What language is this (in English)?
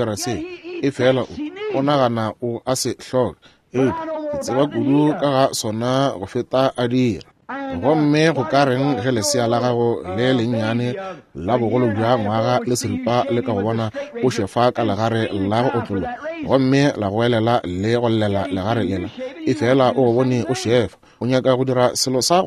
Northern Sotho